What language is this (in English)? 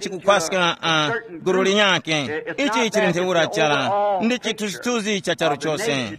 Tumbuka